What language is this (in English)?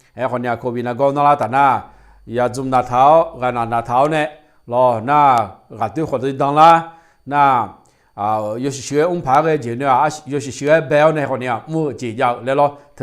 Akha